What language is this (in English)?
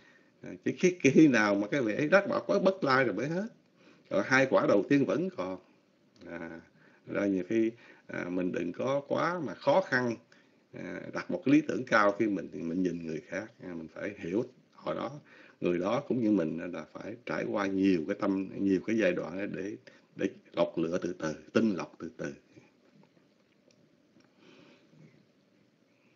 Vietnamese